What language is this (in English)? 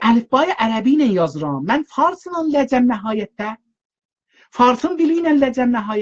South Azerbaijani